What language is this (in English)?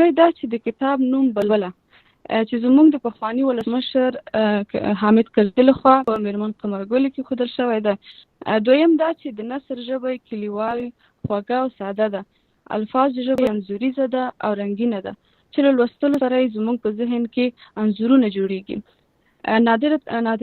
Pashto